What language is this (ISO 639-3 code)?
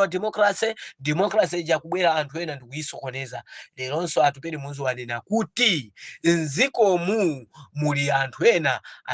nya